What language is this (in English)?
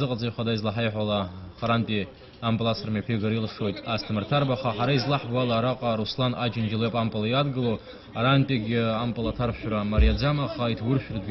Abkhazian